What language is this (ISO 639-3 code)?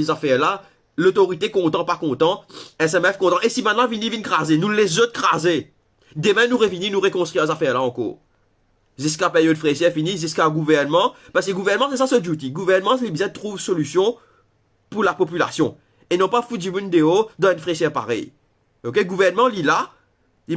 mfe